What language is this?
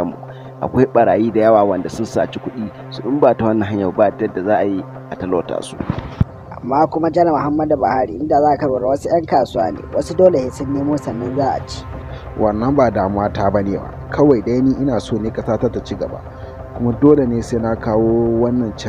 Hausa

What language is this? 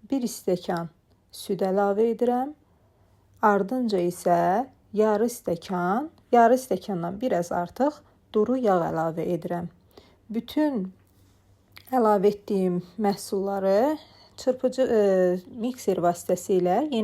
Azerbaijani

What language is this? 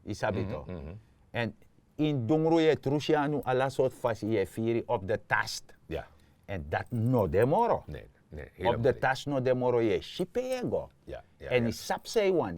Sranan Tongo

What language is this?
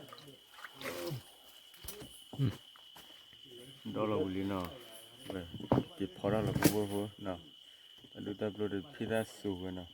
S'gaw Karen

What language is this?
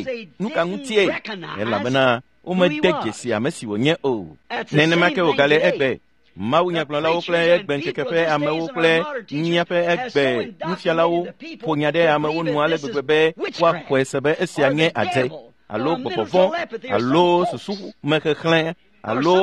Ewe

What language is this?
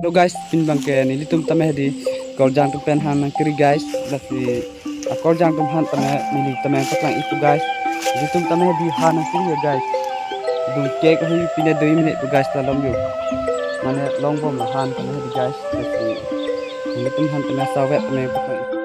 Karbi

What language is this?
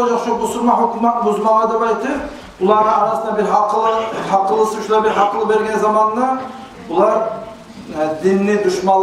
Kumyk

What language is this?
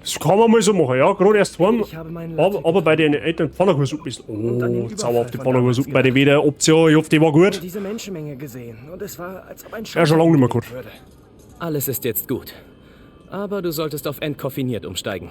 Bavarian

